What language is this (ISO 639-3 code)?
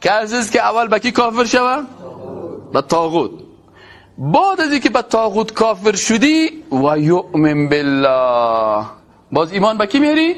fas